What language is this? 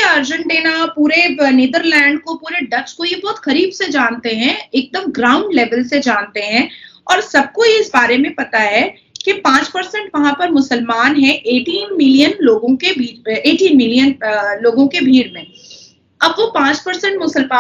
Hindi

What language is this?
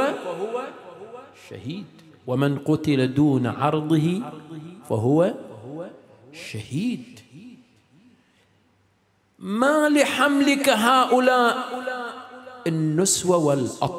Arabic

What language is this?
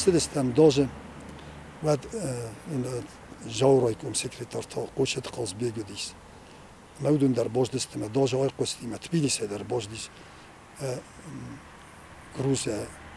Ossetic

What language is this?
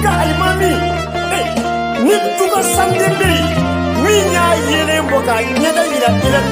Bambara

